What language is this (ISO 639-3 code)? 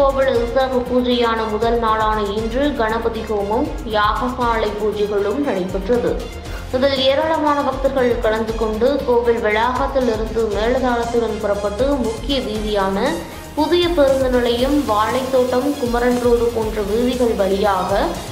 tam